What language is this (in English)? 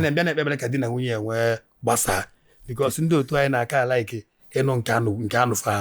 Igbo